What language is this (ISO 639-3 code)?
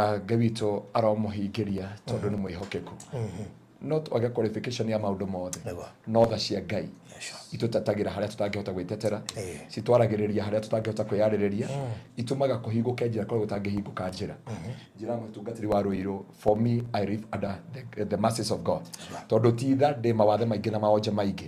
kik